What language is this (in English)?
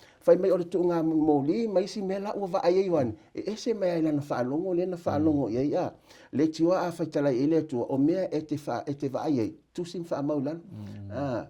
Samoan